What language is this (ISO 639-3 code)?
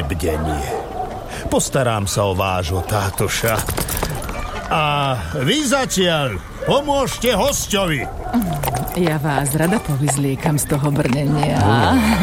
slk